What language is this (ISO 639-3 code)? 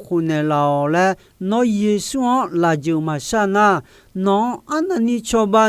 ahk